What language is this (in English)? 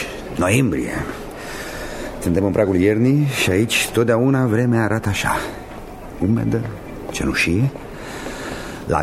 Romanian